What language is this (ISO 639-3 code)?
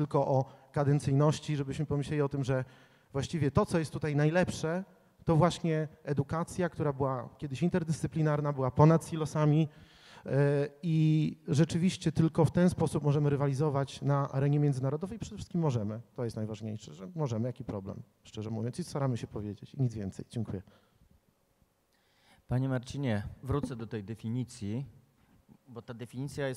pol